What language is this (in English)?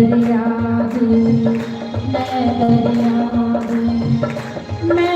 Dogri